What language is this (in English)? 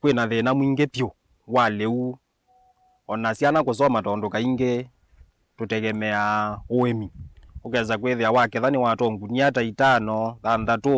Kamba